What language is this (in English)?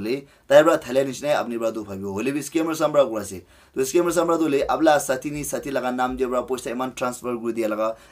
Naga Pidgin